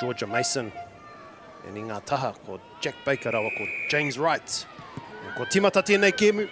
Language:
Māori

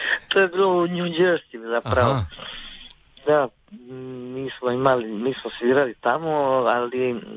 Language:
Croatian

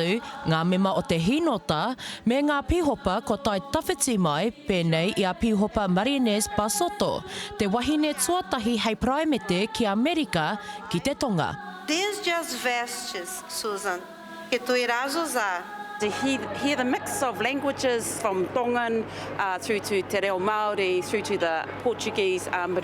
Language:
Māori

